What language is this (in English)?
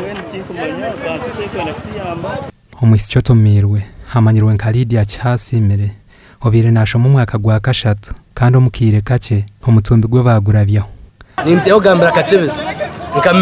Nyankole